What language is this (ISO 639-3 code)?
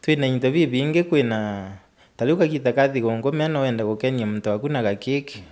mer